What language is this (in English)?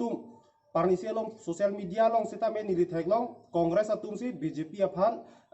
Karbi